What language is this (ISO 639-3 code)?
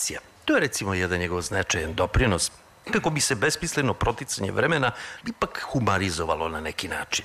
srp